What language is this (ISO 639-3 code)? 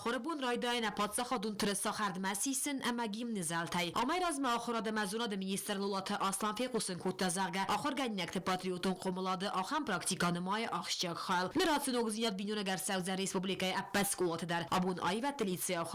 oss